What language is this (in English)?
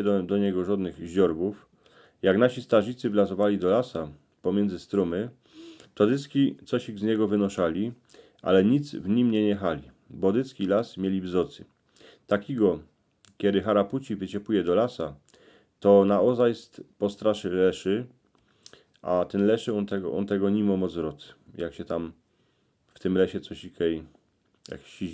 Silesian